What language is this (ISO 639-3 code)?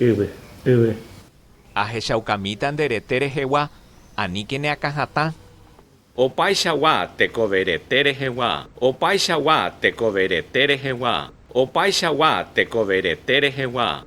grn